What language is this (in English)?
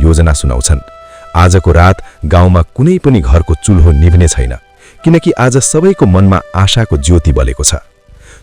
Nepali